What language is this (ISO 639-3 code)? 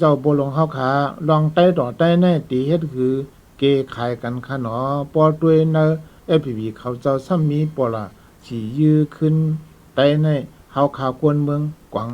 shn